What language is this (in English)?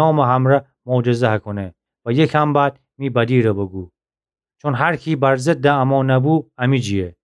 Gilaki